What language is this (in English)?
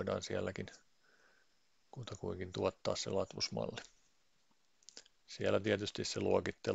Finnish